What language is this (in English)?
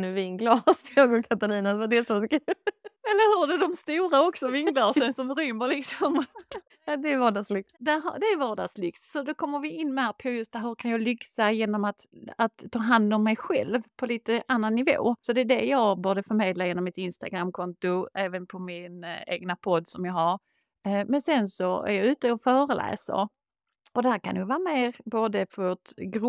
Swedish